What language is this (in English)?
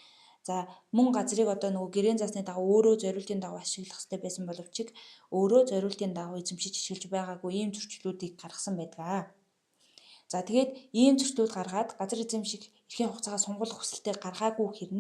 Mongolian